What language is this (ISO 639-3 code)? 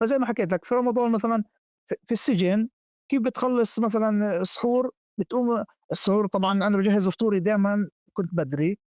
apc